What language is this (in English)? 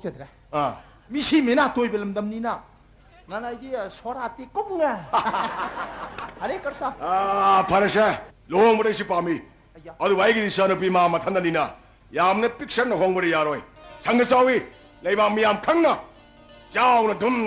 Manipuri